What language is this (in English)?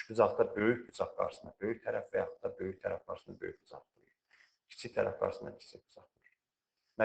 Azerbaijani